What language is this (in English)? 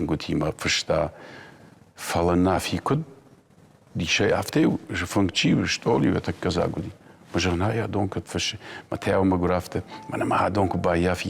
Ossetic